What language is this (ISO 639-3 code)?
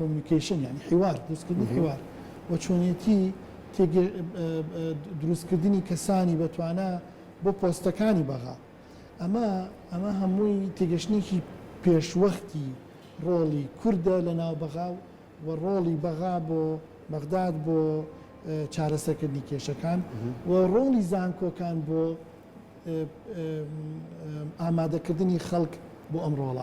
ckb